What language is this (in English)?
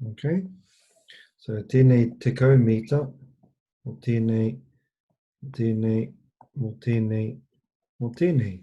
Māori